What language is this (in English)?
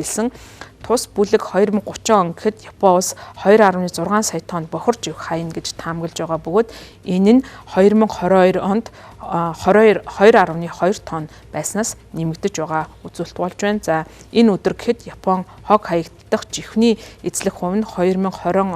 Mongolian